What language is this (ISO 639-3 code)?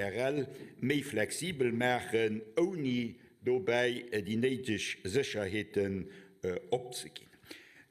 ltz